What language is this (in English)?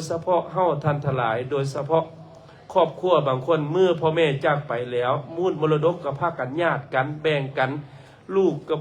Lao